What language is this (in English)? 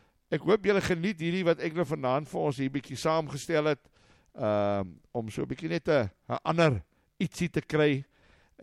Afrikaans